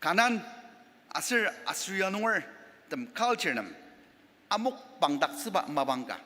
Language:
Ao Naga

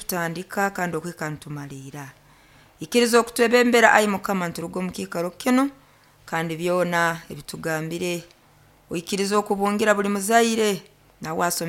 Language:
Nyoro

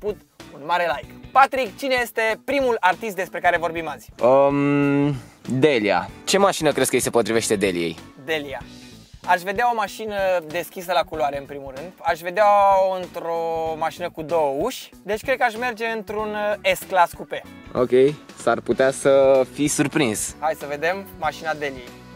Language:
Romanian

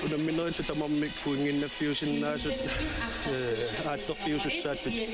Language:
Kalaallisut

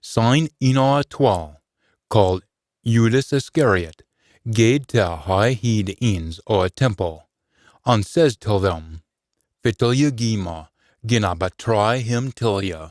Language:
Scots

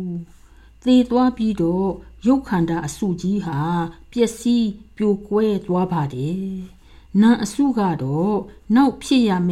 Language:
Burmese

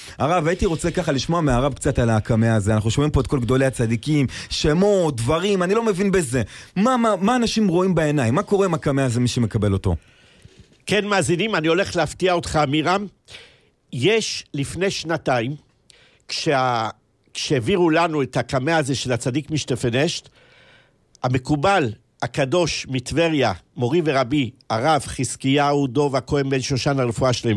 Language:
Hebrew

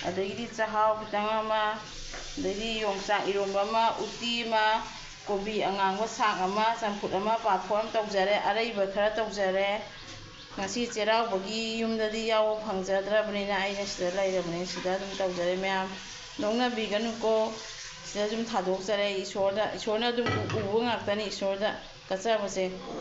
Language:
Manipuri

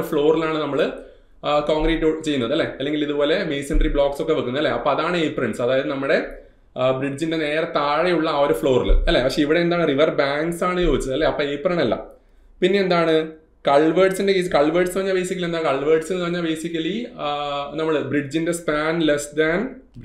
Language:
Malayalam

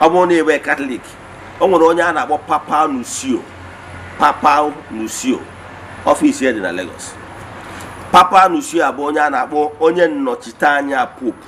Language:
Igbo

